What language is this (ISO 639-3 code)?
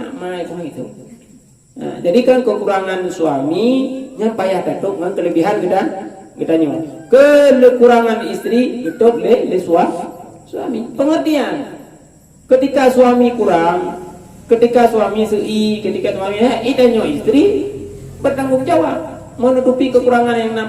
ace